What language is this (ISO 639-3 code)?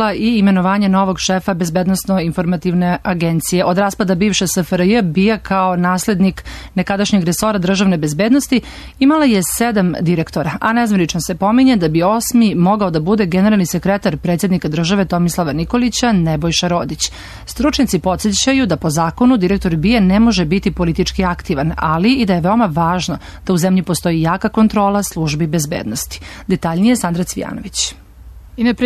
srp